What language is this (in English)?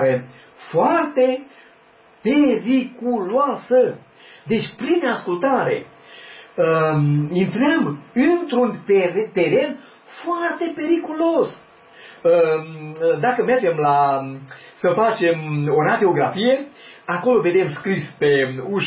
Romanian